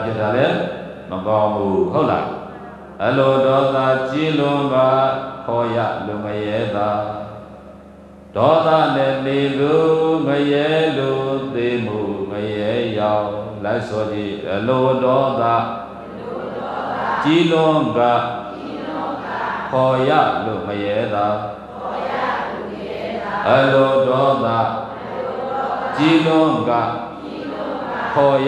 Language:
Burmese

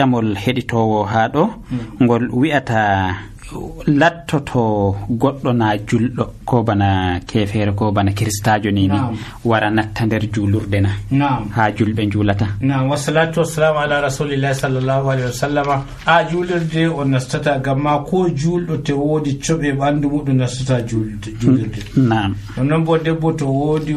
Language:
Nigerian Fulfulde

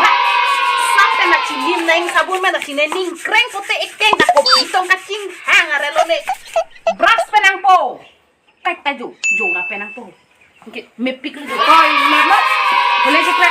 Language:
Karbi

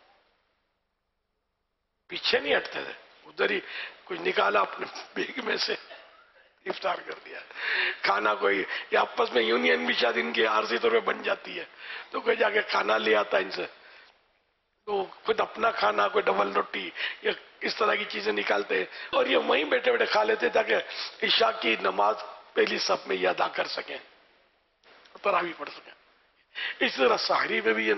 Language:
Urdu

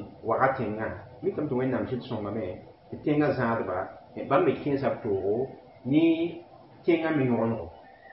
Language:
Mossi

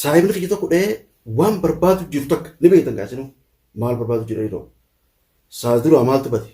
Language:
Oromo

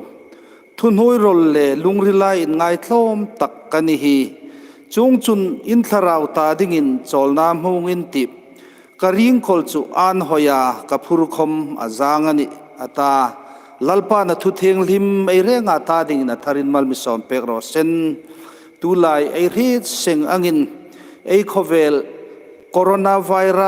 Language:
Hmar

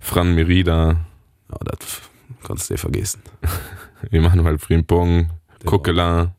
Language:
Luxembourgish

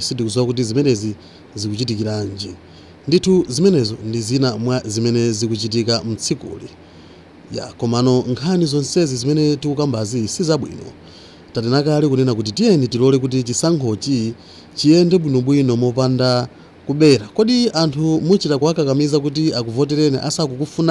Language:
Nyanja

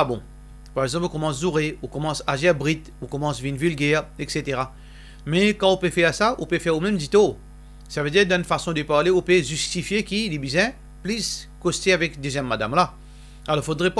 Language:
Morisyen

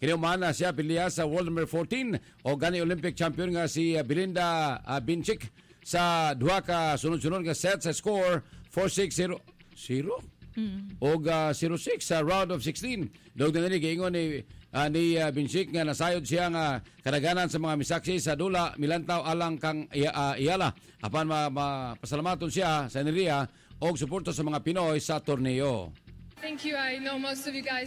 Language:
Cebuano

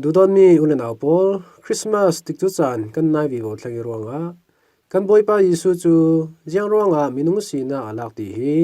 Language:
Falam Chin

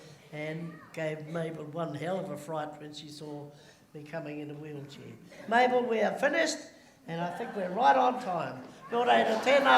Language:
Māori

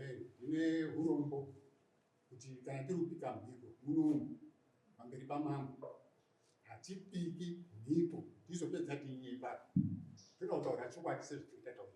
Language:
Shona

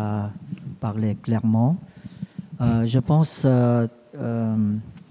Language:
French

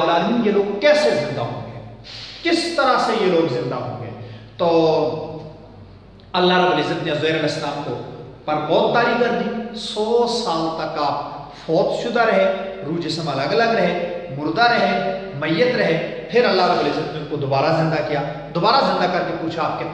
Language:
Urdu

